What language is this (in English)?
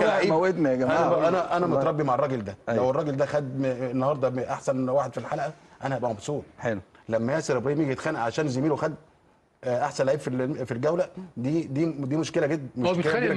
Egyptian Arabic